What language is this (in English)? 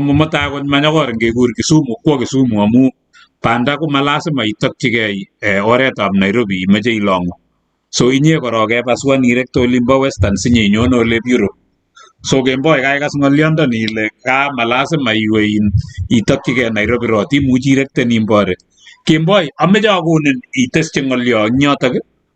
Kalenjin